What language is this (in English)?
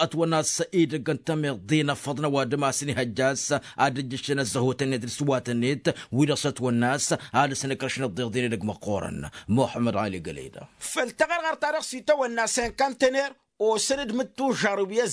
Tamasheq